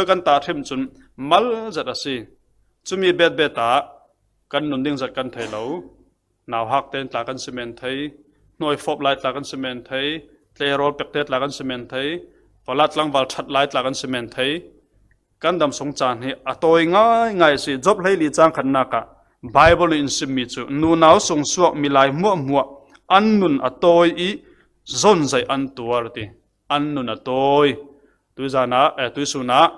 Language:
Falam Chin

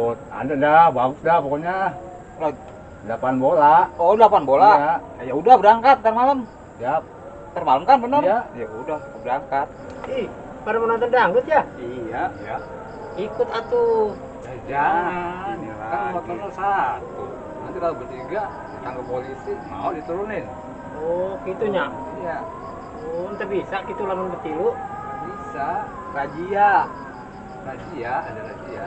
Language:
Betawi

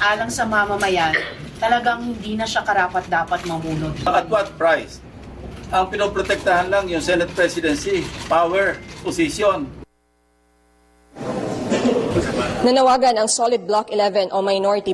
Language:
Filipino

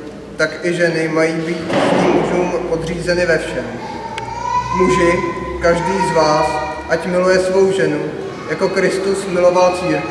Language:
Czech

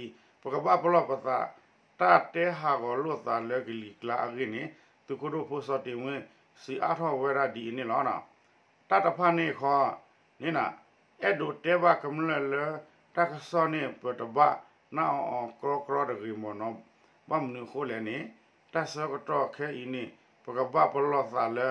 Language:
S'gaw Karen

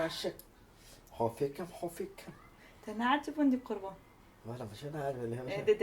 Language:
Kurdish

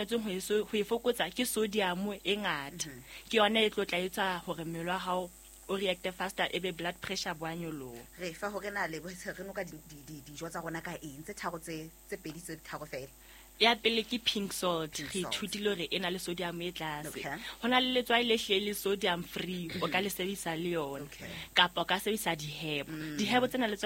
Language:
Southern Sotho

